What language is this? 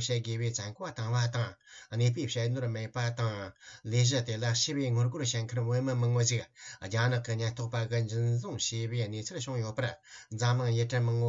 Tibetan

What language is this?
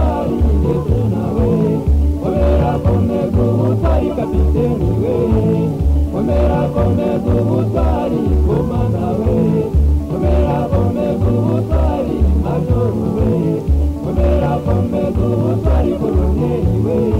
Kinyarwanda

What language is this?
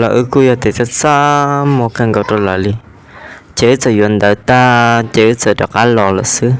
Hmong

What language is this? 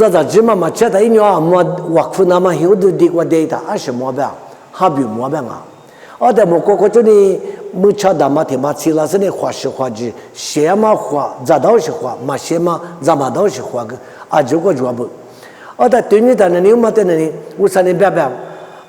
Lisu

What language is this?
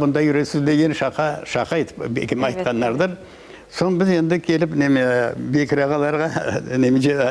Crimean Tatar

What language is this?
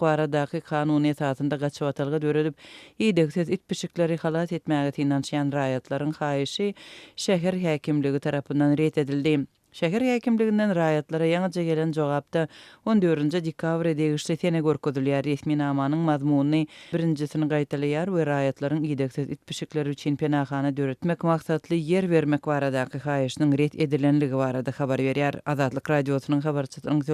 Turkmen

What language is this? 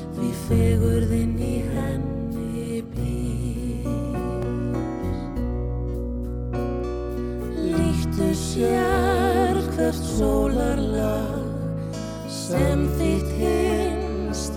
Icelandic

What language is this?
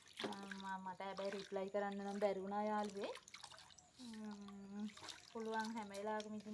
Sinhala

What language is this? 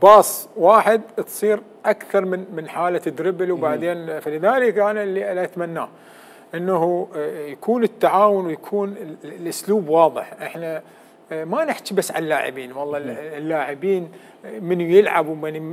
Mesopotamian Arabic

